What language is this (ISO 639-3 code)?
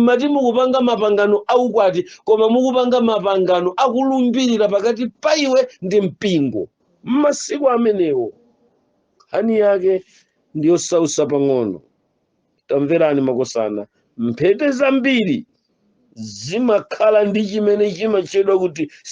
nya